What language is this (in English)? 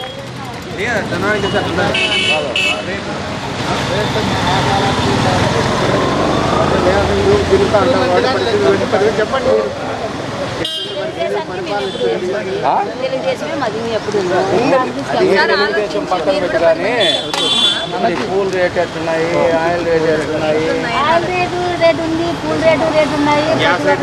Telugu